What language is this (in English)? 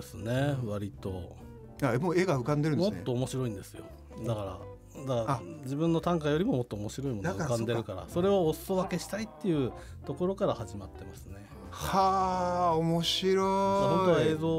Japanese